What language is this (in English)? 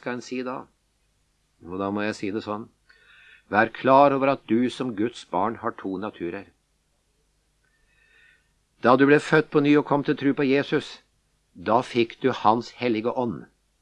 Norwegian